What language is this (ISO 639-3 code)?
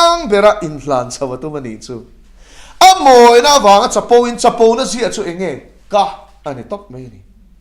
lus